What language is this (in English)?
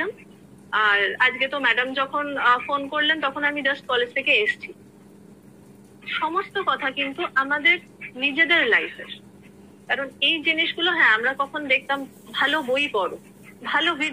Bangla